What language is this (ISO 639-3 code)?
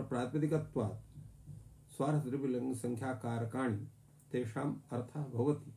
san